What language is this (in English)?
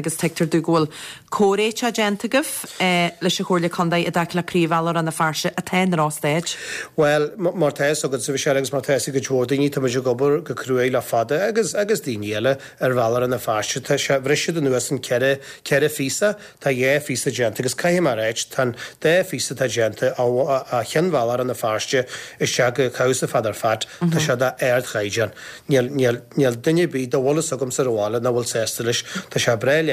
Irish